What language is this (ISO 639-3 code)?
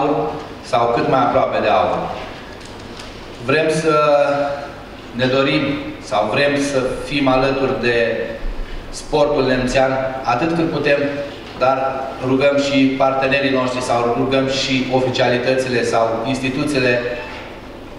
ron